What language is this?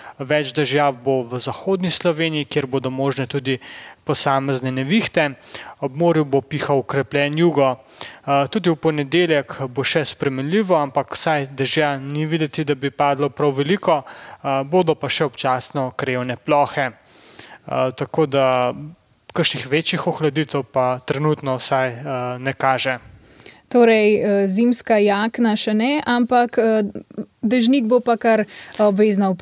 Slovenian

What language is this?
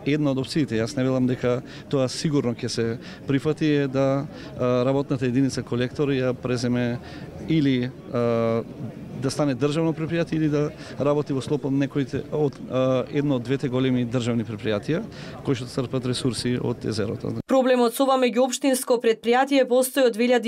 Macedonian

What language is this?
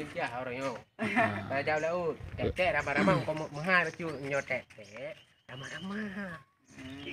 Achinese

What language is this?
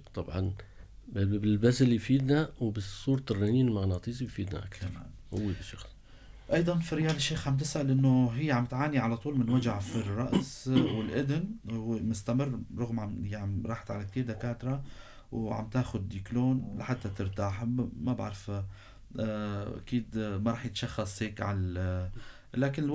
North Levantine Arabic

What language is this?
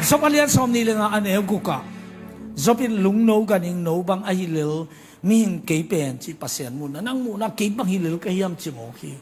Tedim Chin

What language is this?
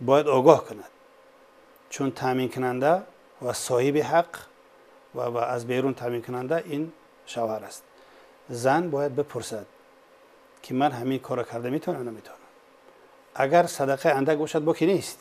Tajik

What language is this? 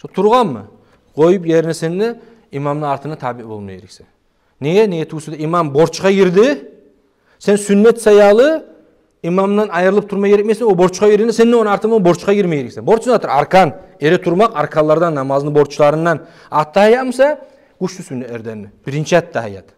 Kumyk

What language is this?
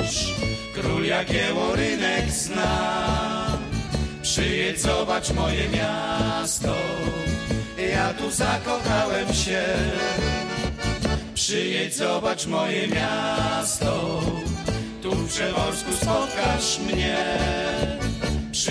Polish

